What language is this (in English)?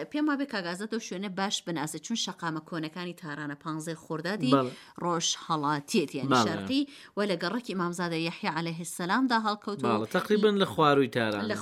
Central Kurdish